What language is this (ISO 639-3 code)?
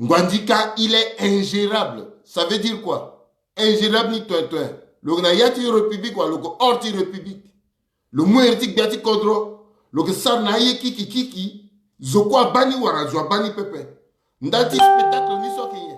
sag